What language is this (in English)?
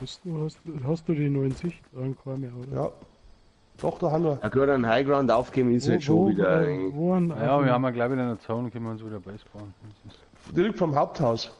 Bavarian